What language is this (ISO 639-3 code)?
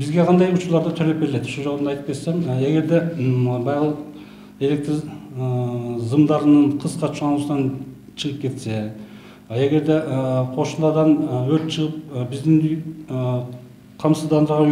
kir